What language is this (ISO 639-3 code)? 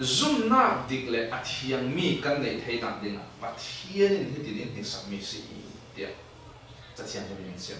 cfm